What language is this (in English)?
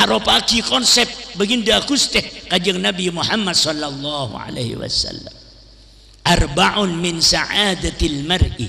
Madurese